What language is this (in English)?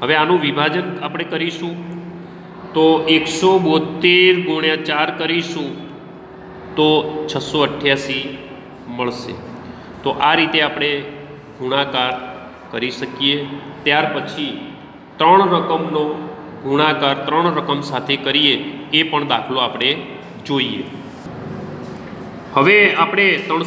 Gujarati